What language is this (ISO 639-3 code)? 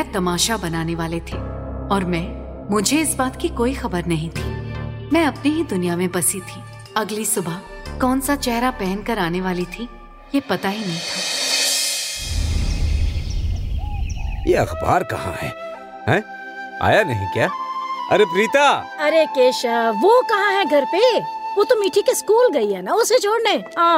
hin